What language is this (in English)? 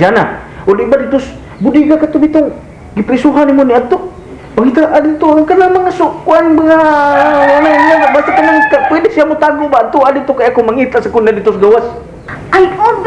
Cebuano